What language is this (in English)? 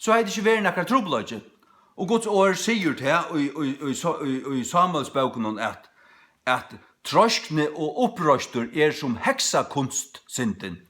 Faroese